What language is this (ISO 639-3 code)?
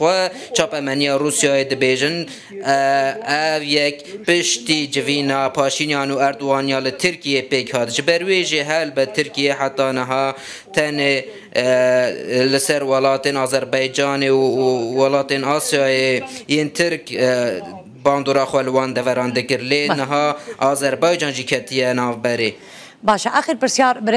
kur